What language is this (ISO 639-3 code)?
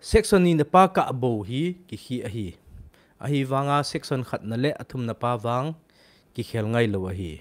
tcz